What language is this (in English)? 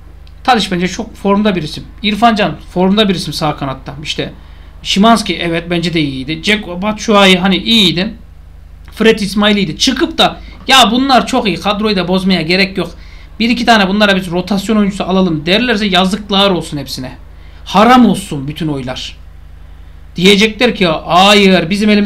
Turkish